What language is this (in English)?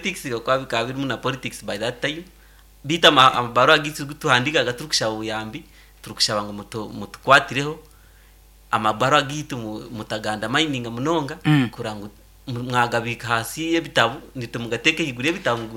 Nyankole